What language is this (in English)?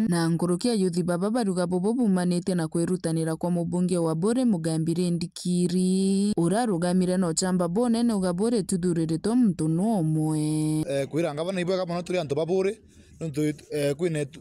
Meru